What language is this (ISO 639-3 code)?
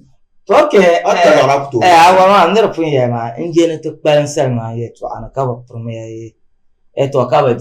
dag